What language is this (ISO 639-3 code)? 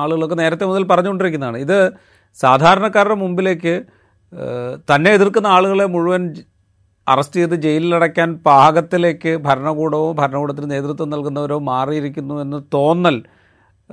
mal